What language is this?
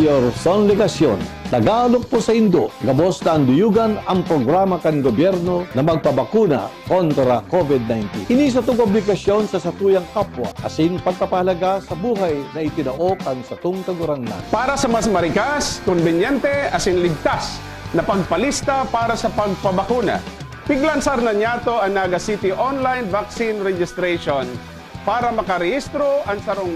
Bikol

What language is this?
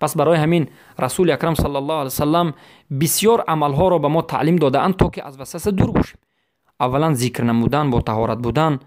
Persian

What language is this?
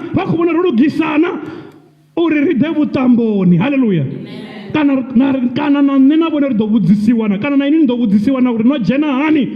Venda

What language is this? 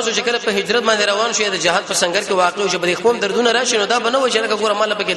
Pashto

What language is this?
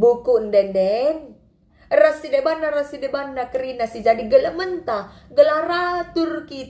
Batak Karo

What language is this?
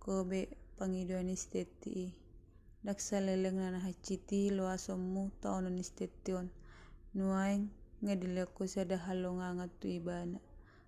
Batak Toba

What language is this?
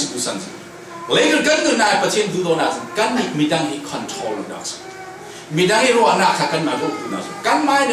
Falam Chin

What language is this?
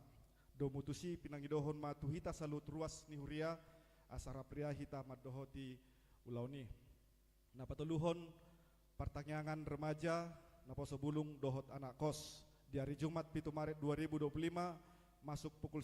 Batak Toba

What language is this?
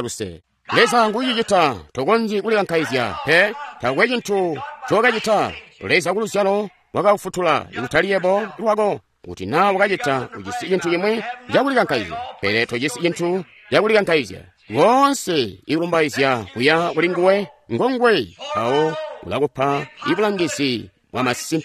Tonga (Zambia)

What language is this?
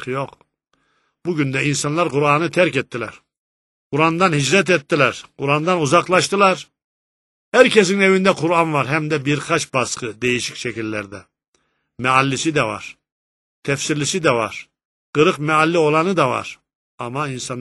Turkish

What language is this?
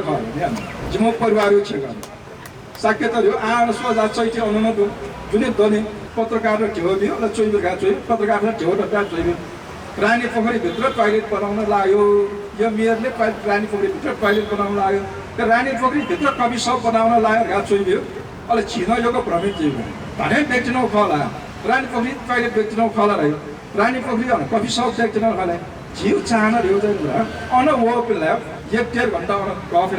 Newari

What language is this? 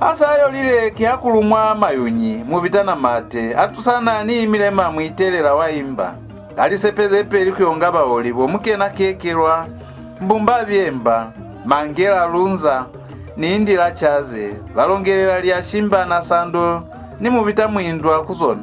Lozi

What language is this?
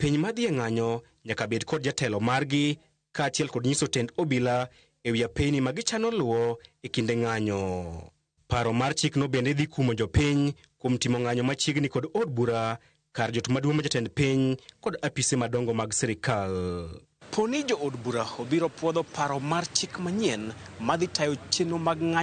Luo (Kenya and Tanzania)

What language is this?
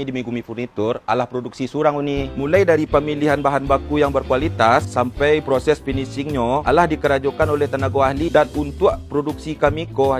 Minangkabau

